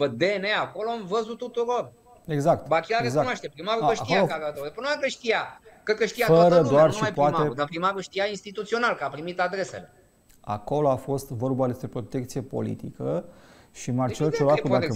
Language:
Romanian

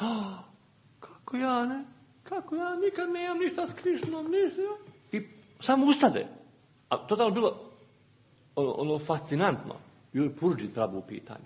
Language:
Serbian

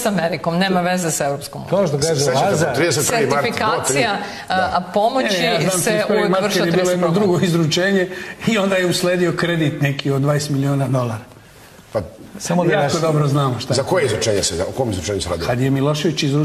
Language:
Serbian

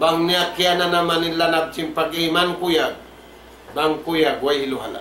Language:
Tausug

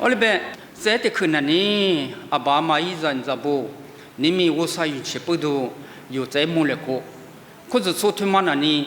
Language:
Lisu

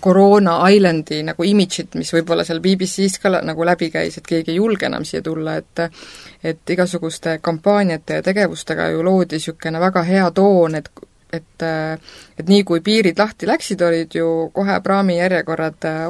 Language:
Estonian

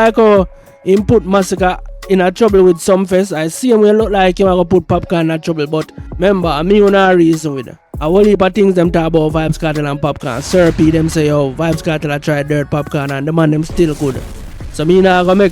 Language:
Jamaican Creole English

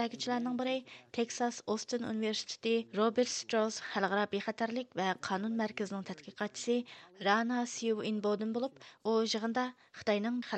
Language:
Uyghur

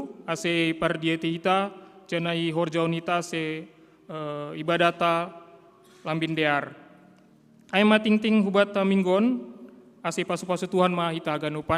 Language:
Batak Simalungun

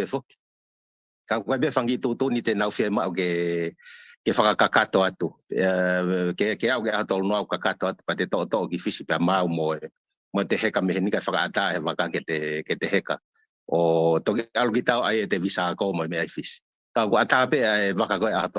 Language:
Tongan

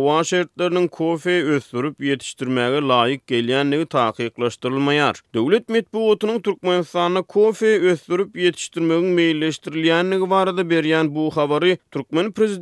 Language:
Turkmen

